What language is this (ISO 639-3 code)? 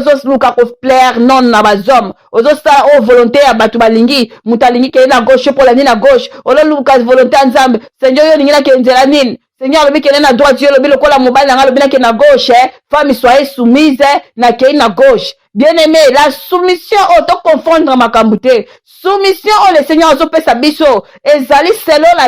lin